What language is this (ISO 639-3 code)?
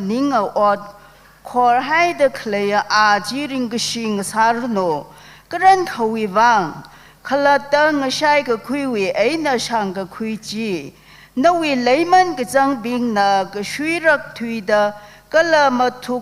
nmf